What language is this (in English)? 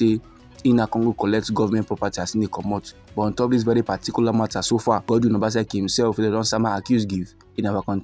Nigerian Pidgin